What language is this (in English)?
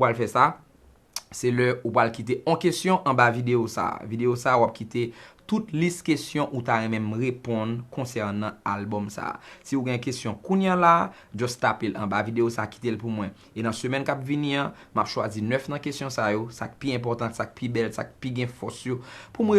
Haitian Creole